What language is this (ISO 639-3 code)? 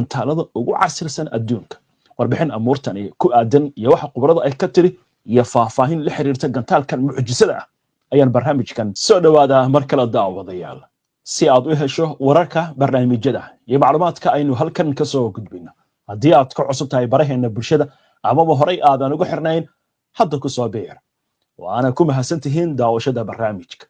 som